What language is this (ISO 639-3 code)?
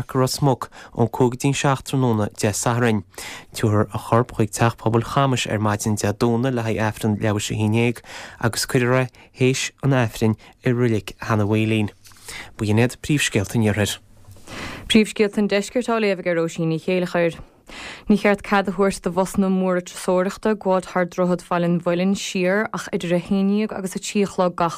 gle